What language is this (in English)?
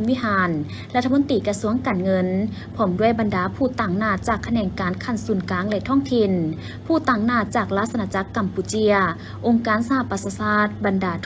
Lao